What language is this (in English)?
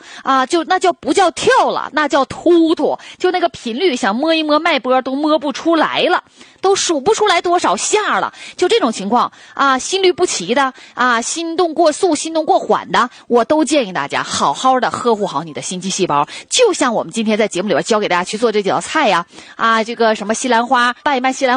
Chinese